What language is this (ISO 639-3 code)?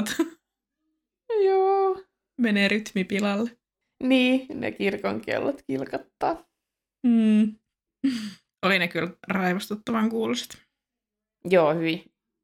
fin